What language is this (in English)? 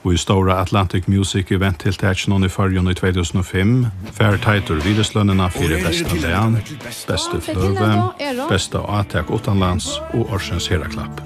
Faroese